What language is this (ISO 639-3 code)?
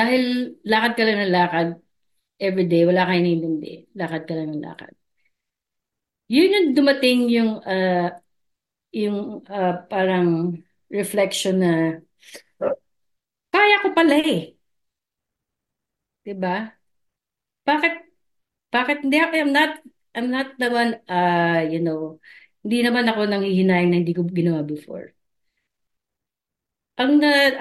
fil